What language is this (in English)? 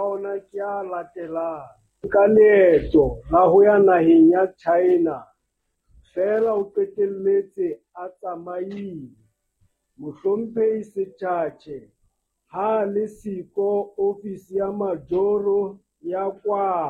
Southern Sotho